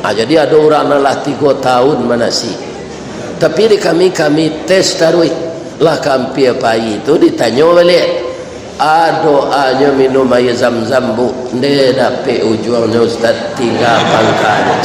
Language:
Minangkabau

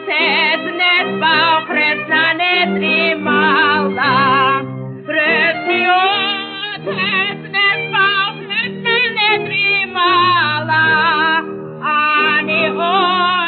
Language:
Rusyn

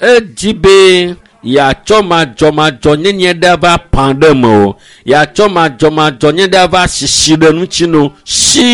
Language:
Ewe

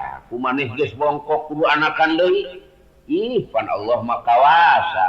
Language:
Sundanese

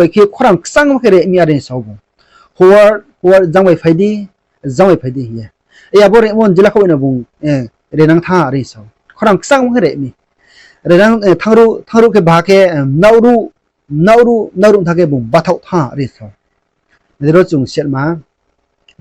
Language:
Riang (India)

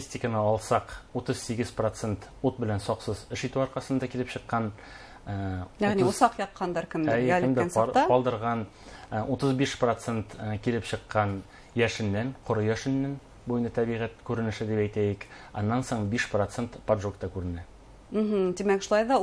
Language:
Bashkir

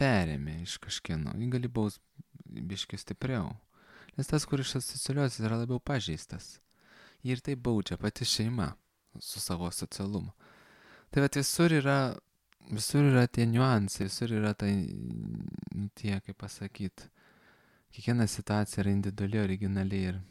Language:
Lithuanian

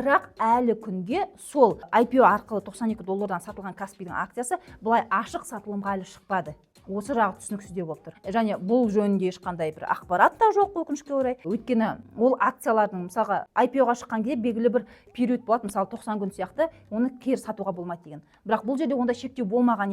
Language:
Kazakh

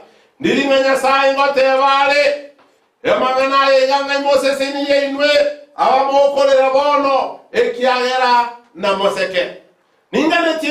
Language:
Gusii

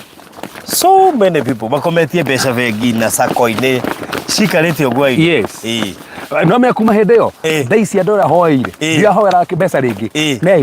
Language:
Kikuyu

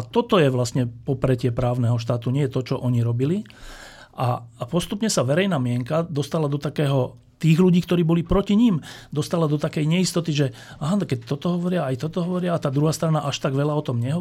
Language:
Slovak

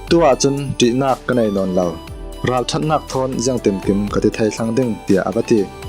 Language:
Falam Chin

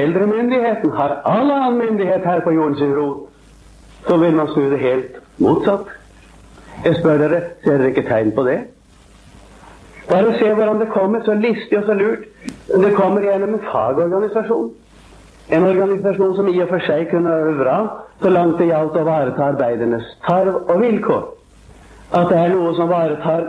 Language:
Norwegian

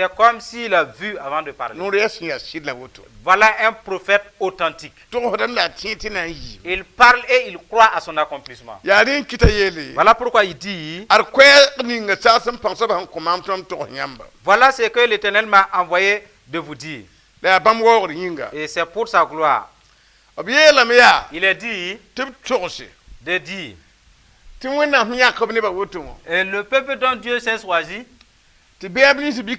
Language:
Mossi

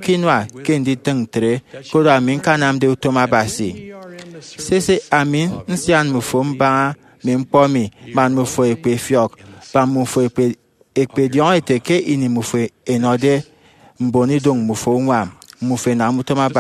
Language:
Efik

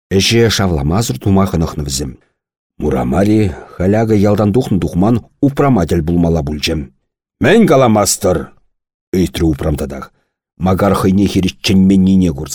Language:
Chuvash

